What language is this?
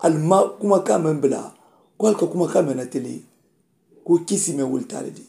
Mandingo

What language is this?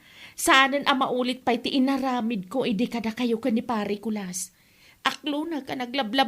Iloko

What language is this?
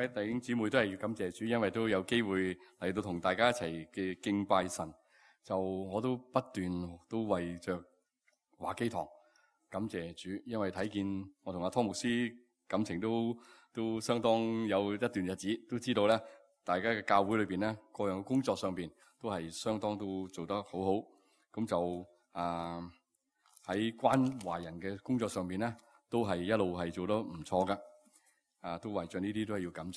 Cantonese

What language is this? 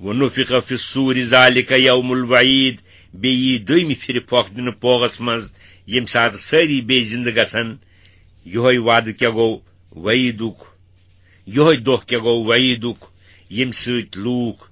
Kashmiri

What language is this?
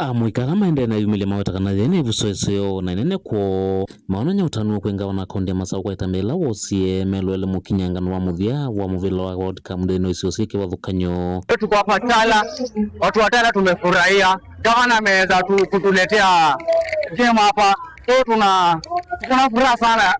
Kamba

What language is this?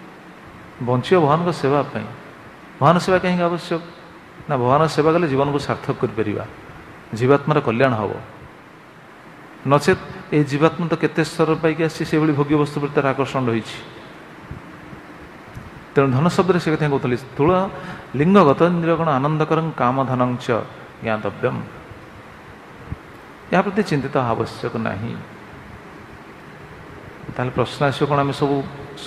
Odia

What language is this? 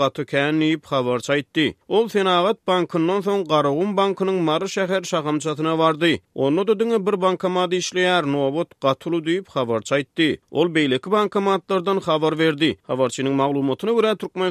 Turkmen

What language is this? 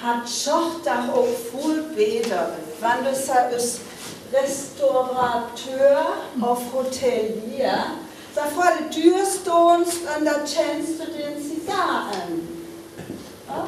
Northern Frisian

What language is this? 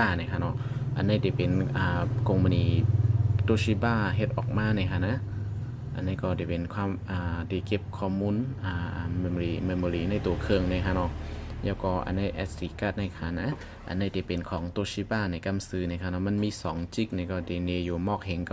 Shan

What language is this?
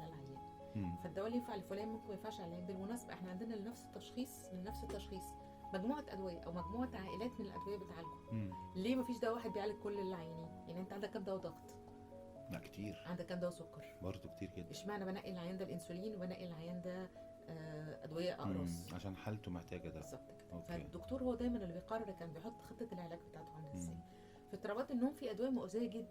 Egyptian Arabic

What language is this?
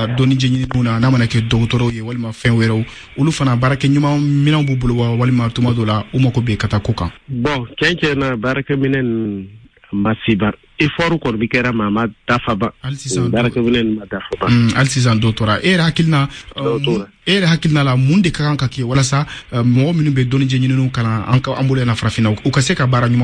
Bambara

